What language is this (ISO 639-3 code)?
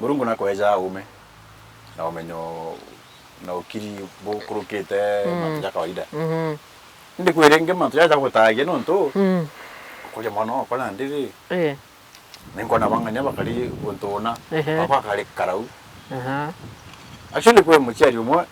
mer